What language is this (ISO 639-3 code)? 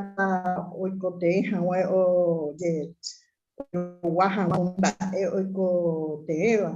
grn